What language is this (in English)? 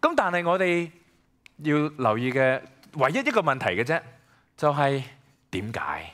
Cantonese